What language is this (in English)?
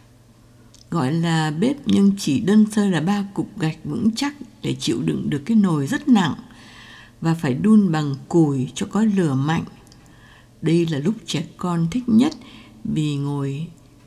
Vietnamese